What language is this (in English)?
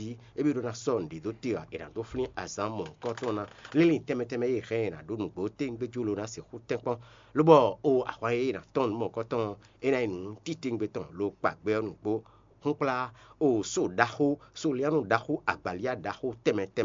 Fon